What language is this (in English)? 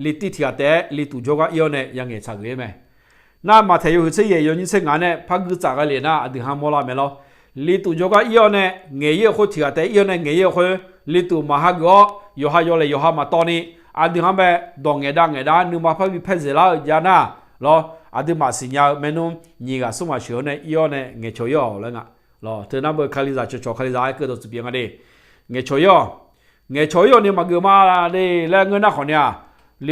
Akha